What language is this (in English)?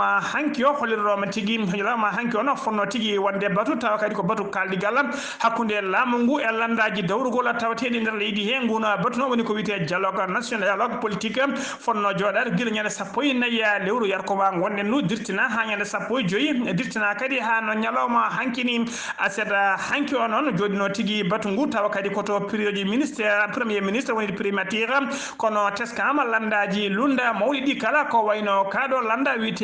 Fula